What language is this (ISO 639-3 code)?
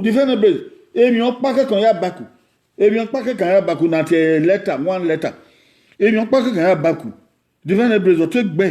bin